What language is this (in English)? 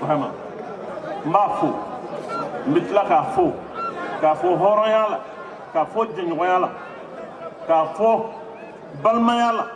Bambara